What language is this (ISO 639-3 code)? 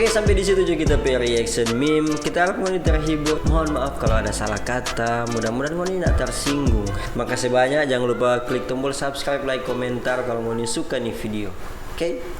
xmm